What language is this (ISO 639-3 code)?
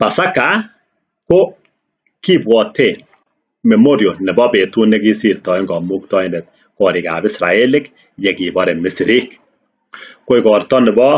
kln